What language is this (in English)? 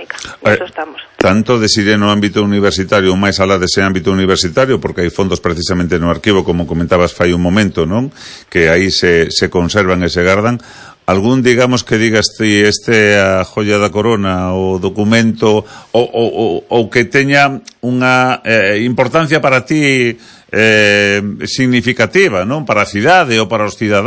Galician